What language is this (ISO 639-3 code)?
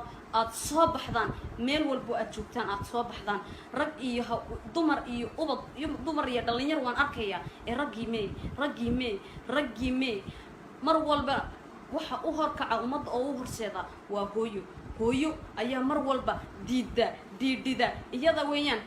som